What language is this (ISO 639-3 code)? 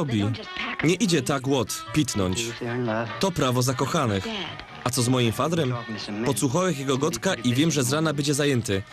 szl